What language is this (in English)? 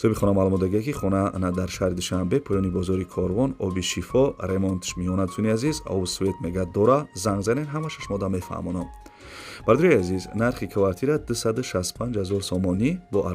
Tajik